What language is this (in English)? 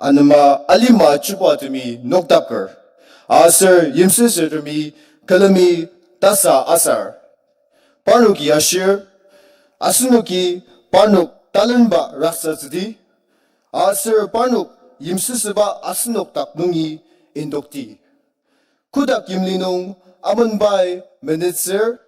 Ao Naga